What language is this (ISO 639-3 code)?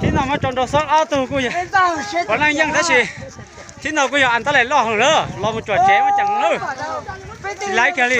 hmn